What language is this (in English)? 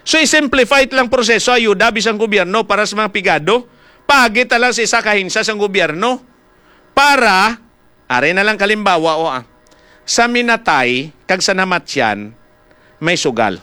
Hiligaynon